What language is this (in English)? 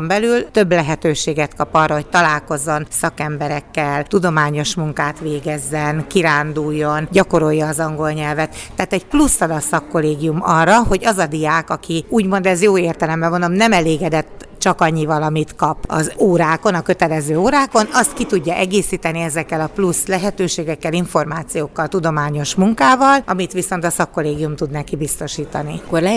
Hungarian